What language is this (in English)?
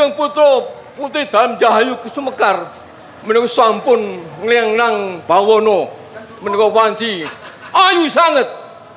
Javanese